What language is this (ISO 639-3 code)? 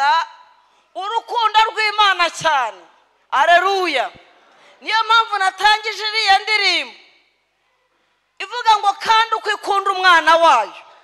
kin